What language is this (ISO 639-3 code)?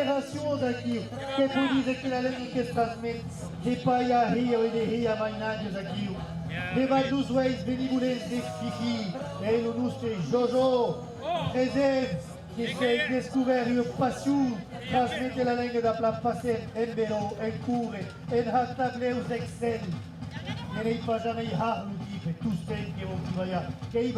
oci